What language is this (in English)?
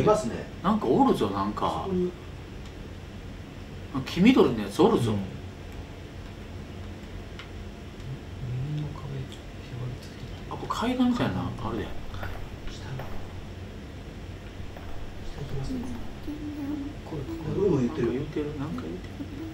Japanese